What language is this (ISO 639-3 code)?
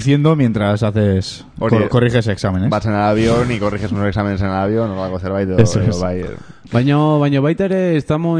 eus